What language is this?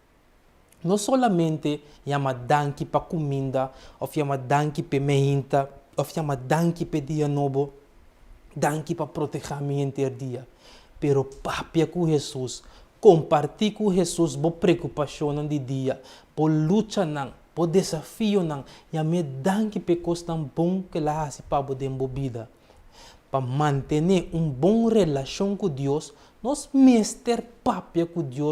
Papiamento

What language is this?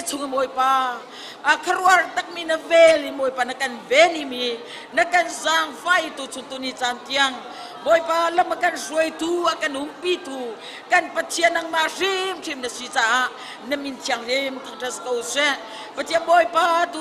Hakha Chin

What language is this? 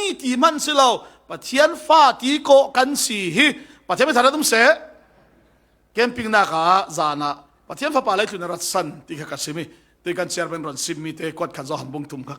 Falam Chin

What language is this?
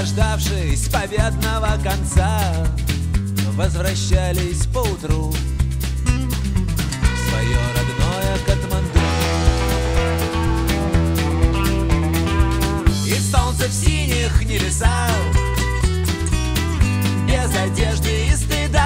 Russian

